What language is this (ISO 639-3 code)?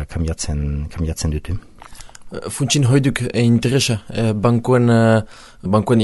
eus